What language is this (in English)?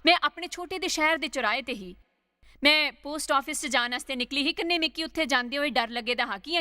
Dogri